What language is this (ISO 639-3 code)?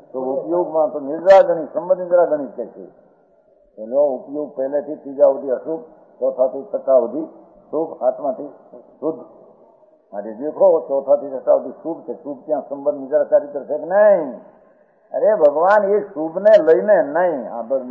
guj